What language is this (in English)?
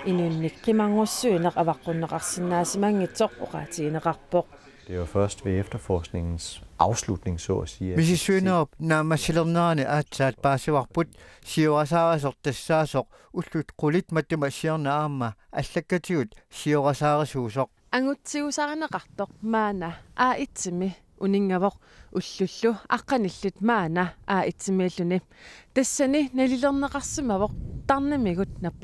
Kalaallisut